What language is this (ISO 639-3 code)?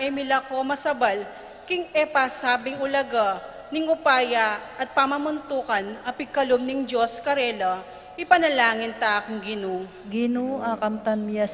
pam